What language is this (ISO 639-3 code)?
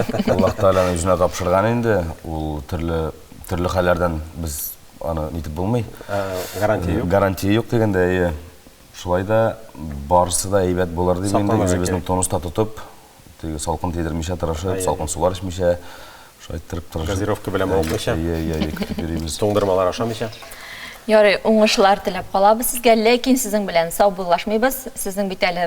tat